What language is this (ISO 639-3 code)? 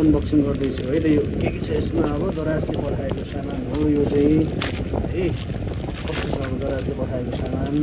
nep